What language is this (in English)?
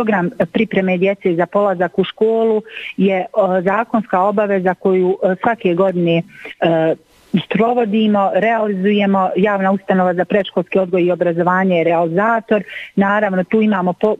Bosnian